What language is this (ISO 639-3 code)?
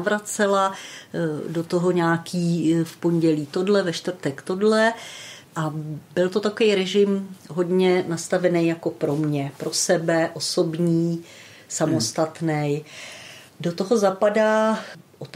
ces